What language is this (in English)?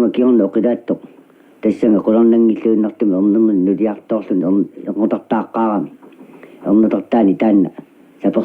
Kalaallisut